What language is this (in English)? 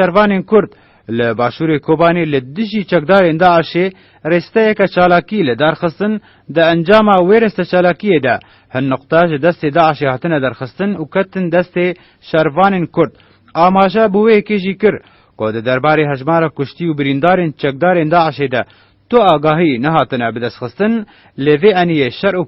Kurdish